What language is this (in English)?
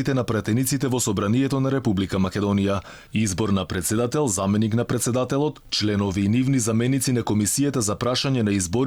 Macedonian